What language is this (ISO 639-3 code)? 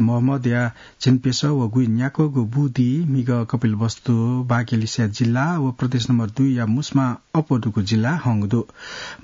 new